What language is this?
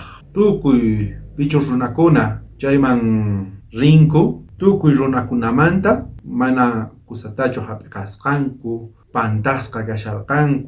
South Bolivian Quechua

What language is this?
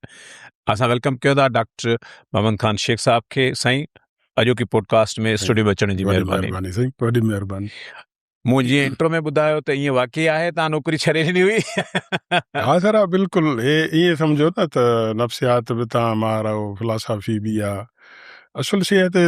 Sindhi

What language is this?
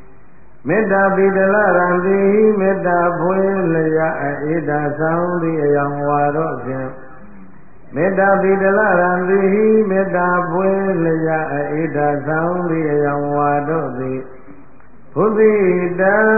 Burmese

